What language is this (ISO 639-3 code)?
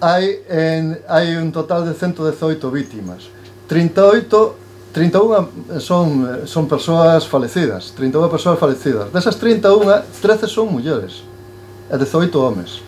glg